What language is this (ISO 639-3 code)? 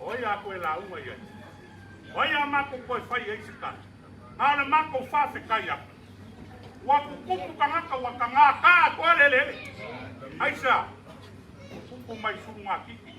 smo